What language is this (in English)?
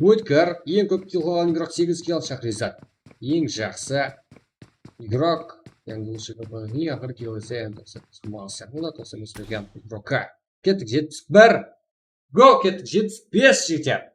Kara-Kalpak